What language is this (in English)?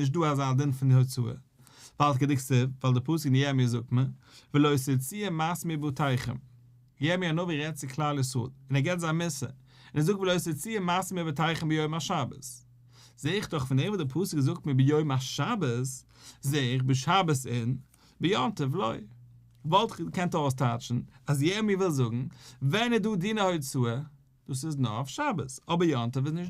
Yiddish